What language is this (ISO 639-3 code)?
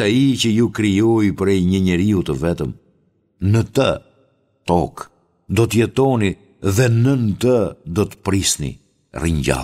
sqi